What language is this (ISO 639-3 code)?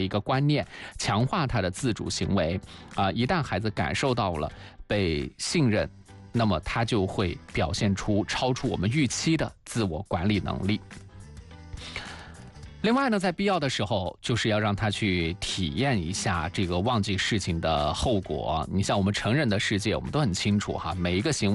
zho